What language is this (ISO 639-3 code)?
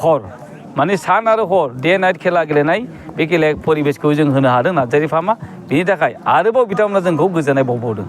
brx